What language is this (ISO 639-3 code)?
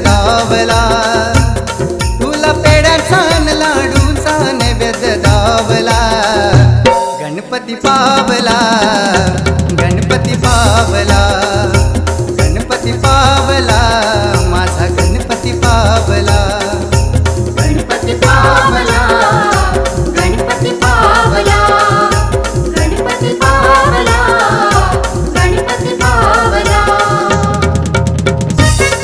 mar